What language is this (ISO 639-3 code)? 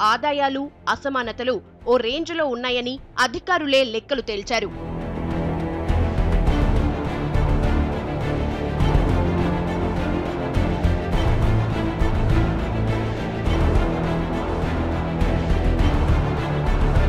tel